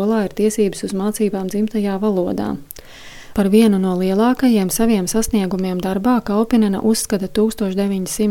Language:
Latvian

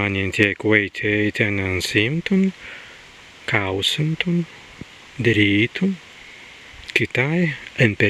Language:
Prussian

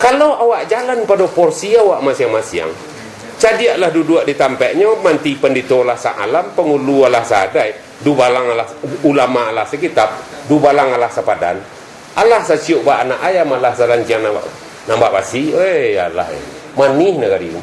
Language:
Minangkabau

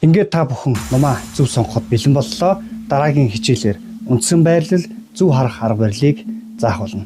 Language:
Mongolian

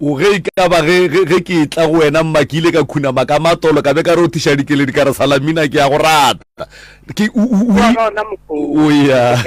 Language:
Northern Sotho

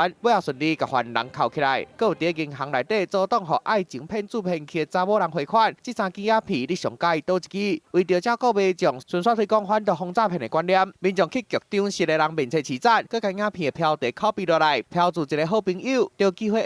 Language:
Min Nan Chinese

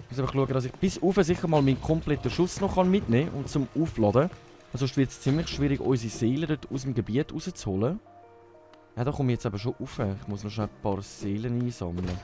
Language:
Swiss German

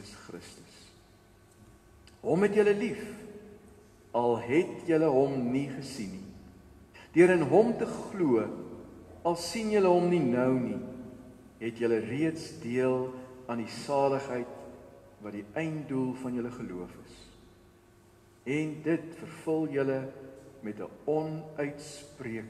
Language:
Afrikaans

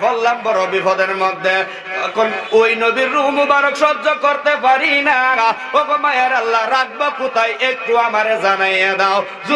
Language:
Sylheti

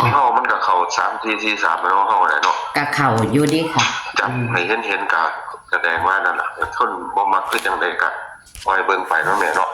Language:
Northeastern Thai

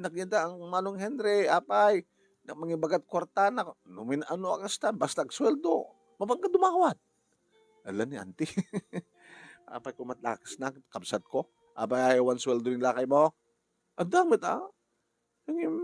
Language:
Iloko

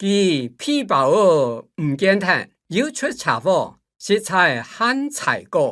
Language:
Hakka Chinese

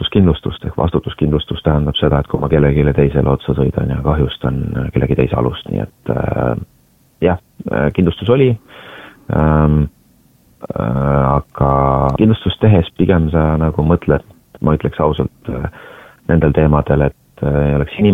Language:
Estonian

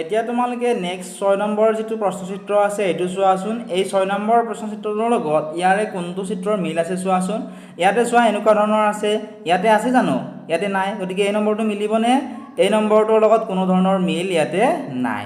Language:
Assamese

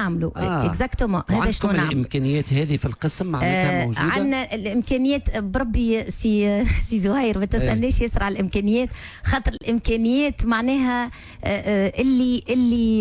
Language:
Tunisian Arabic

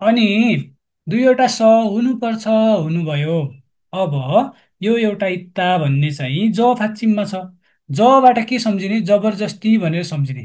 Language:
Nepali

